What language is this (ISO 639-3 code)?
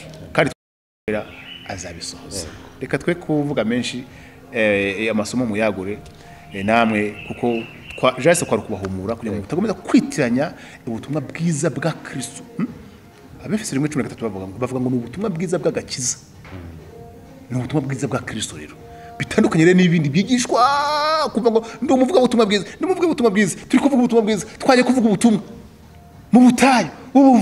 kin